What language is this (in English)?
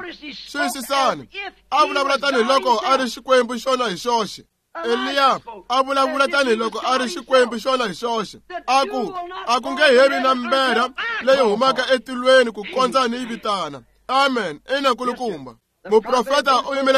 Tsonga